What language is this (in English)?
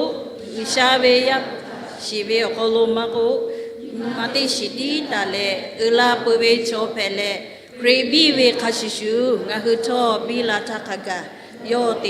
Lahu